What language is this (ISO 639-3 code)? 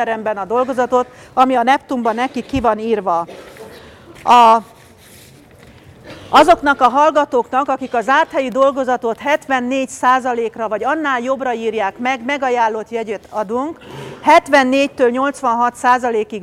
hun